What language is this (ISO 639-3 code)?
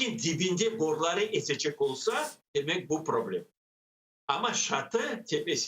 crh